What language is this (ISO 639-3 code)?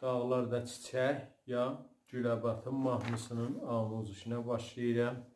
azb